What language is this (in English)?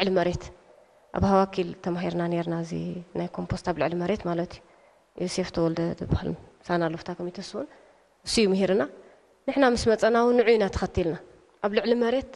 Tigrinya